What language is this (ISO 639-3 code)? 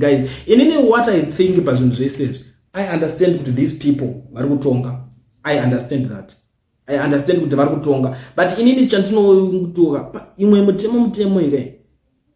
sna